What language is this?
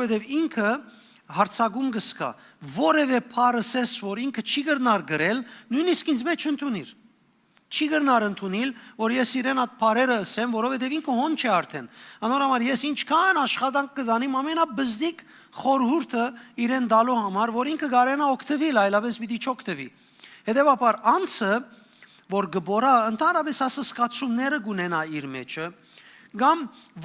Western Armenian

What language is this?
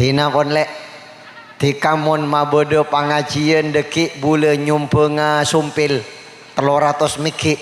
Madurese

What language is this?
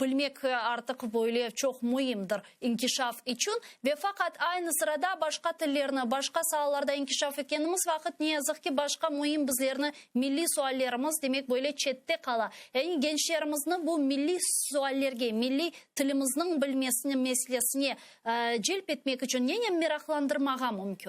Crimean Tatar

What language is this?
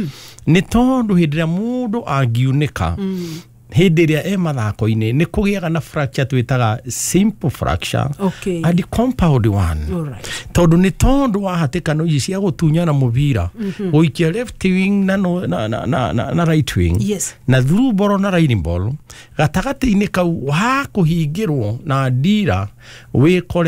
Kikuyu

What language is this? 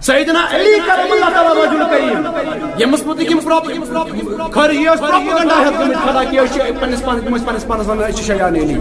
Kashmiri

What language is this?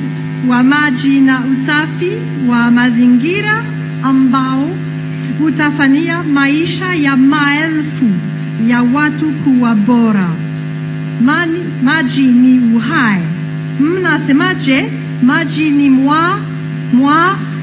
Swahili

